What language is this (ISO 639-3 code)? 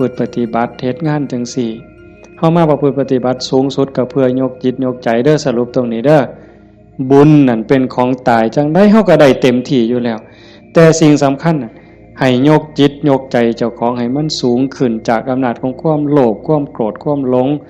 tts